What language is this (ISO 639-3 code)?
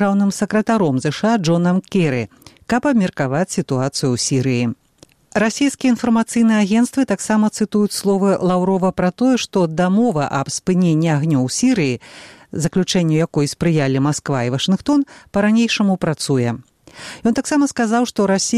bel